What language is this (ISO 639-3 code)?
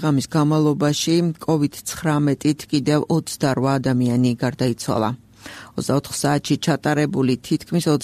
kat